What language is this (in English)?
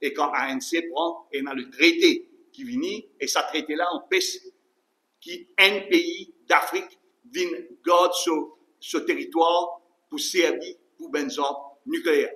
Morisyen